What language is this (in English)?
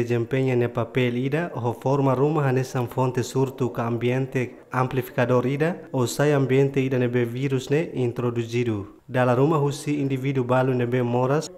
Tetum